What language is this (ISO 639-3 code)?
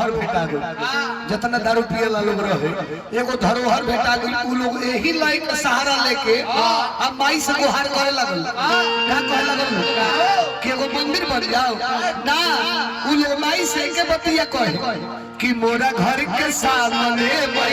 mag